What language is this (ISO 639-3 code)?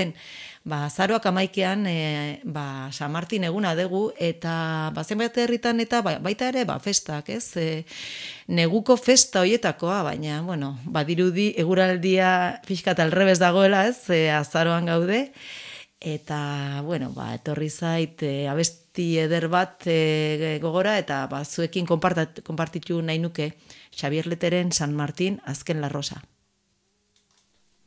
eus